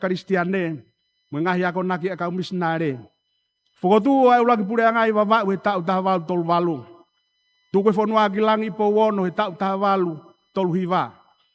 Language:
Tongan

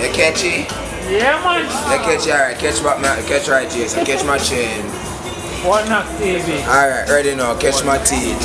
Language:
Jamaican Creole English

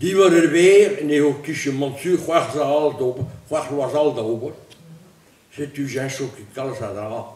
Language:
Breton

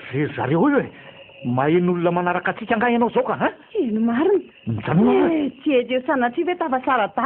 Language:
Malagasy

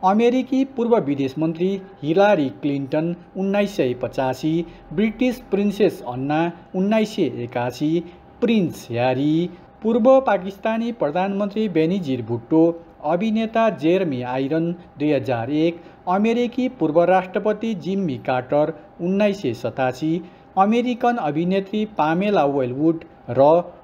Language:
Nepali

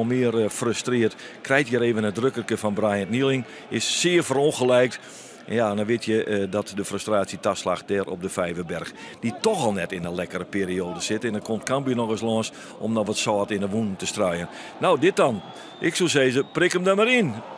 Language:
Western Frisian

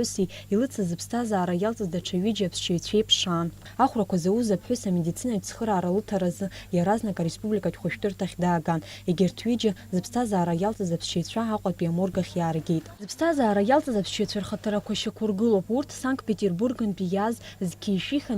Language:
Abkhazian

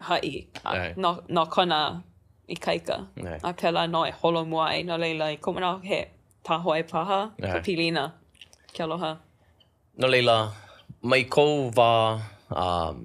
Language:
Hawaiian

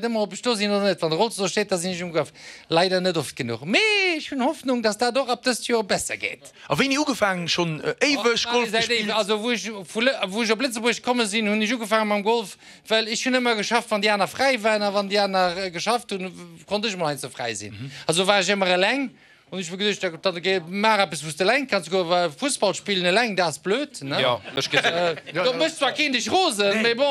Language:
Luxembourgish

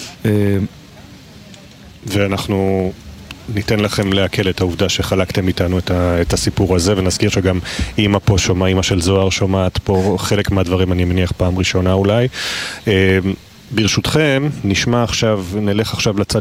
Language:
Hebrew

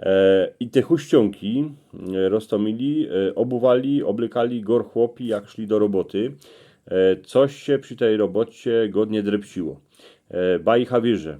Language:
Silesian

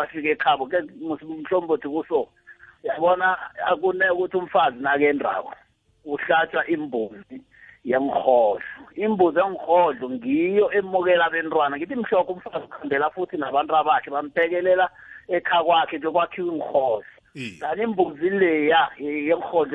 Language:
South Ndebele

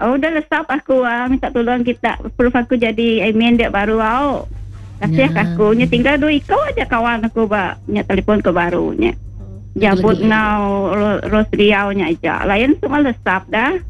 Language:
Iban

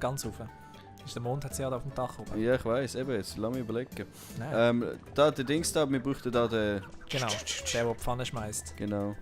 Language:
Swiss German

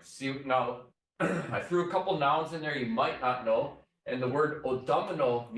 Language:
Chippewa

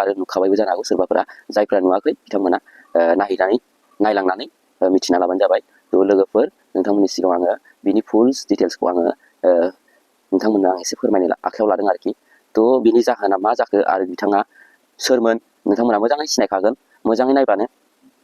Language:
Bodo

